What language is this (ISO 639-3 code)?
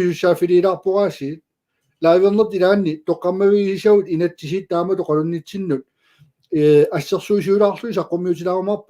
kal